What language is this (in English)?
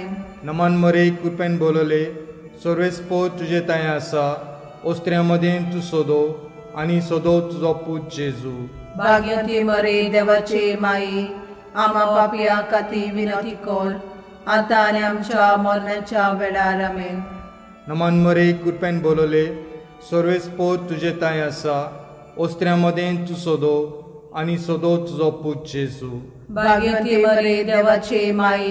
Konkani